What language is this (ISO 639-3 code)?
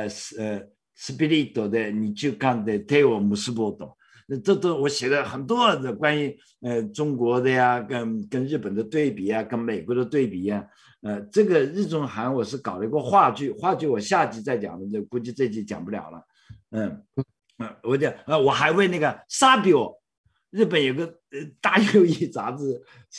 zho